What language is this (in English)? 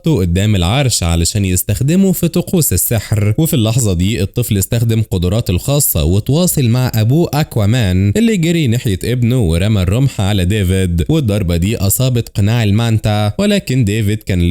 Egyptian Arabic